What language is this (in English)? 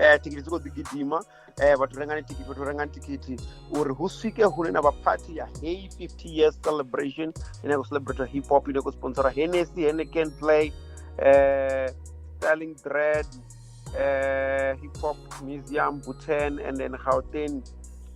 Venda